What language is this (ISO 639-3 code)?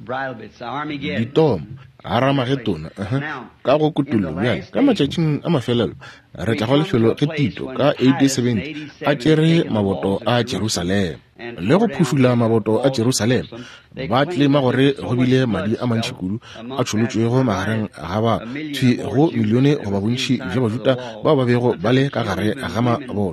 nso